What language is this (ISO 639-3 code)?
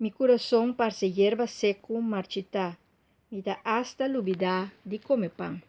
pap